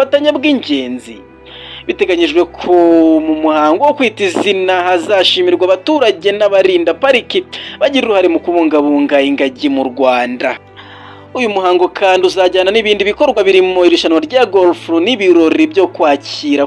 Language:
Kinyarwanda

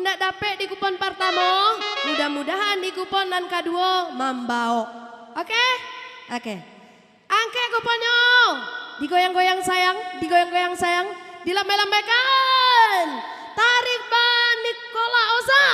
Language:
Minangkabau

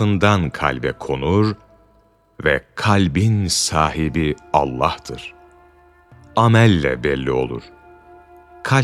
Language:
Turkish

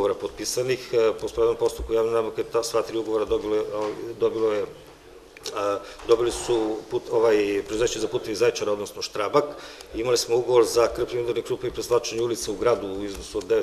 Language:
Serbian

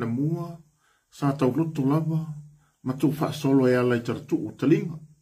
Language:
Samoan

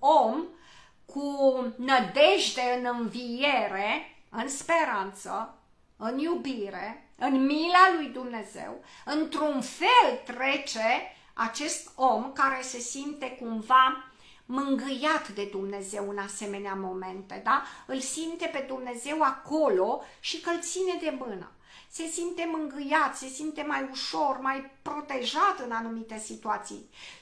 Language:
Romanian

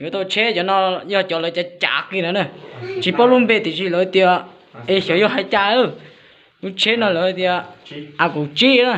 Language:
Hmong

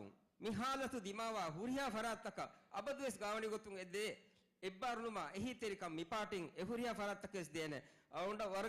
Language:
Divehi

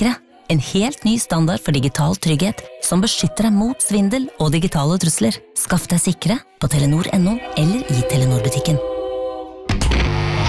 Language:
Norwegian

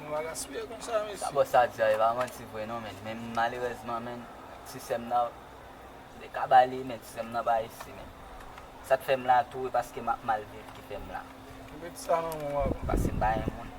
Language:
Haitian Creole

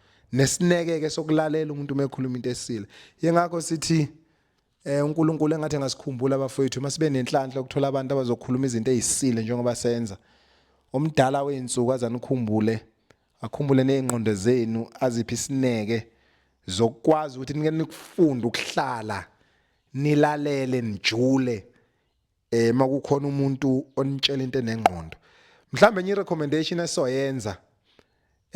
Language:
Zulu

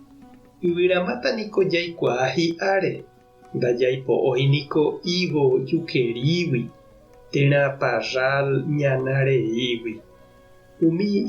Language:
Guarani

